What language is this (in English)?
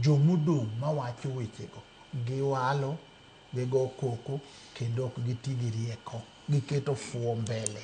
Luo (Kenya and Tanzania)